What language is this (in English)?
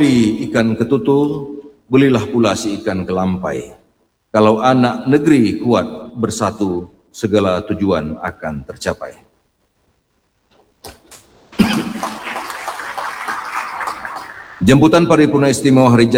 Indonesian